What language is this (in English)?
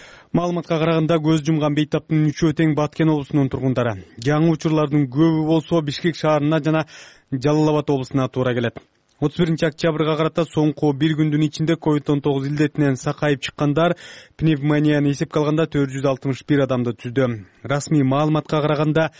Kyrgyz